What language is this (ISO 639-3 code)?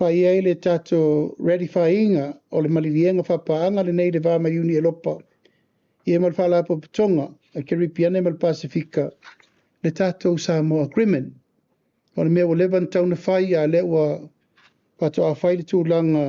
smo